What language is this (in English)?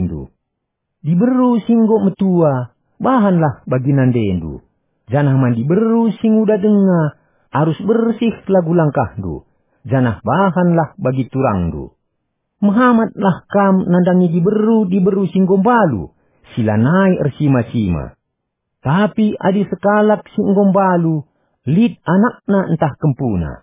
Batak Karo